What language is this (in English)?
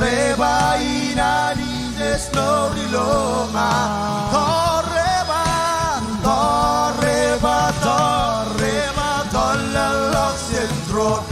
Marshallese